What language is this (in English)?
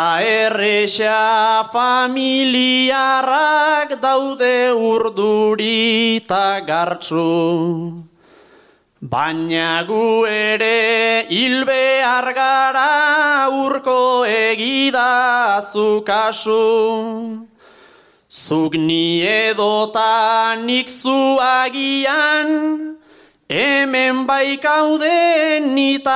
Basque